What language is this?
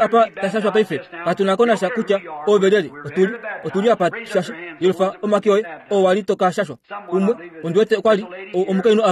Kuanyama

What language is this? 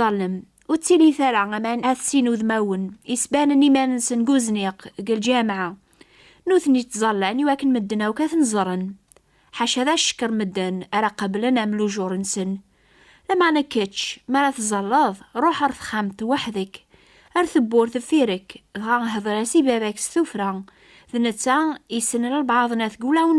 Kabyle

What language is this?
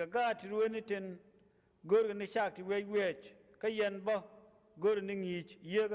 Nuer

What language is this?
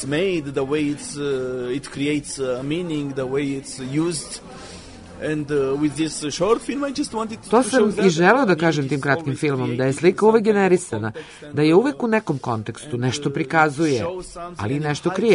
Serbian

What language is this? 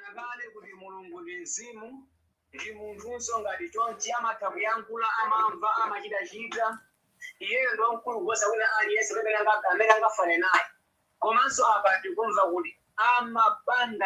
Nyanja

